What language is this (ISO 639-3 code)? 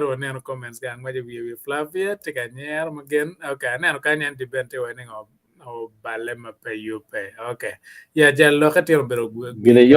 ach